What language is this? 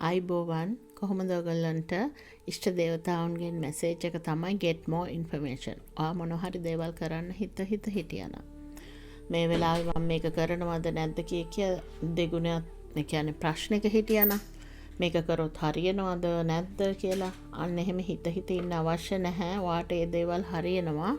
Sinhala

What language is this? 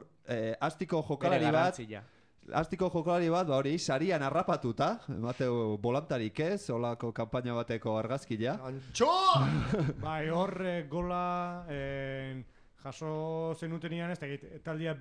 Basque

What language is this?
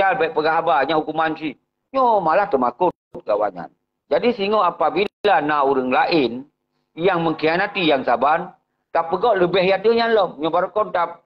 Achinese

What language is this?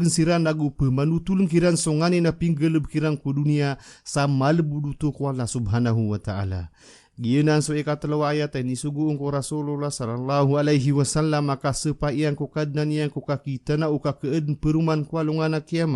Maranao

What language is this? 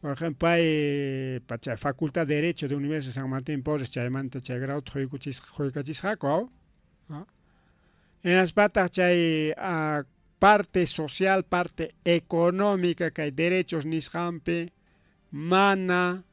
Ayacucho Quechua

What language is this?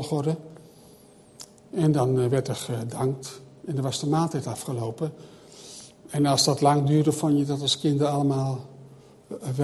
Dutch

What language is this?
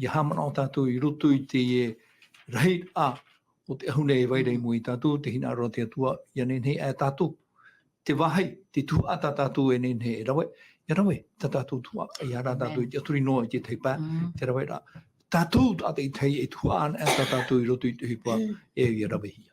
Tahitian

